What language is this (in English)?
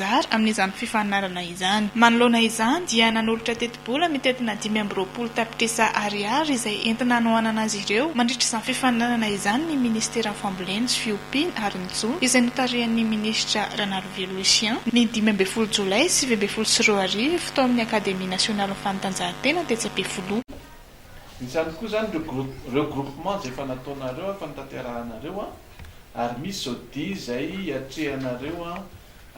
Malagasy